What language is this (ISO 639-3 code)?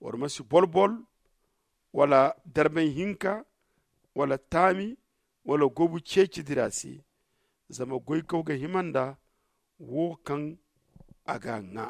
dje